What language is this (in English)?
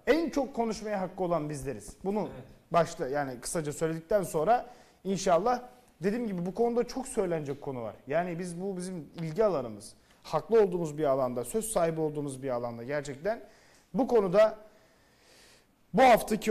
Turkish